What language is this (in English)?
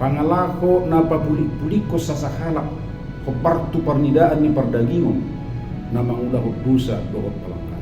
Batak Toba